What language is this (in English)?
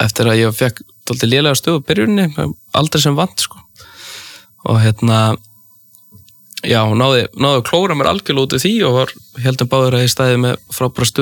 Icelandic